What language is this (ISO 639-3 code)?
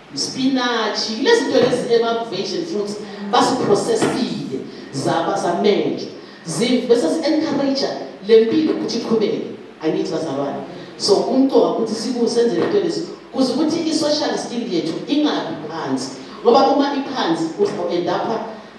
zul